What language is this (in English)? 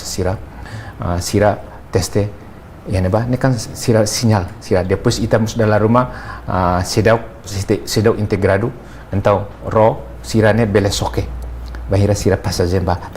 Tetum